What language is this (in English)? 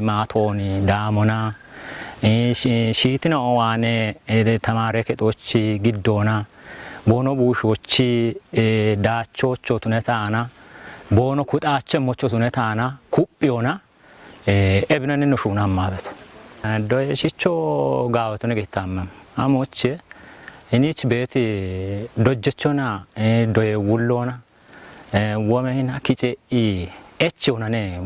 Kafa